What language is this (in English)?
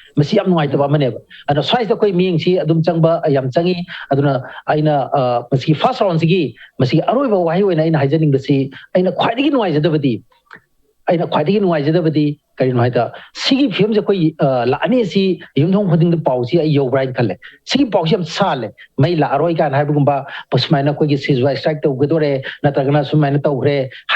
Manipuri